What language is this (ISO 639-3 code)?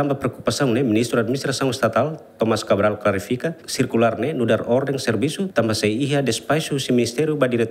tet